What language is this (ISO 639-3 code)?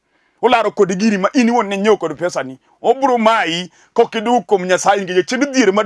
luo